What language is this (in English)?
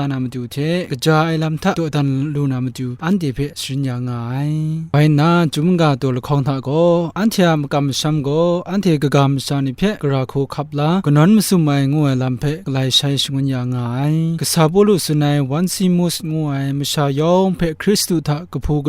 Kachin